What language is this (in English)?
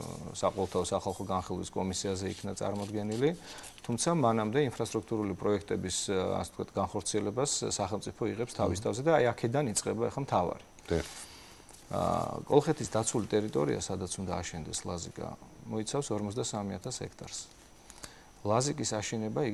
Georgian